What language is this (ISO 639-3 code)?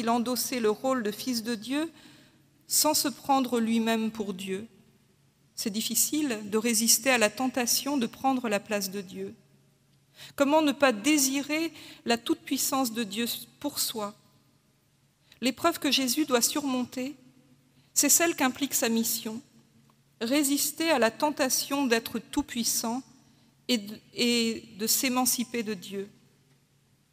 fra